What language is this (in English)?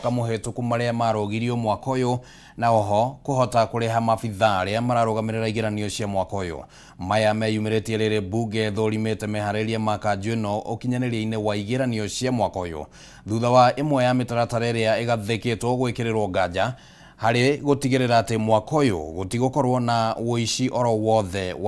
Kikuyu